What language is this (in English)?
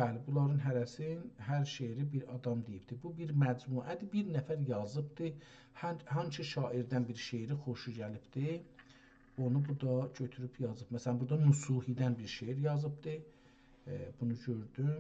South Azerbaijani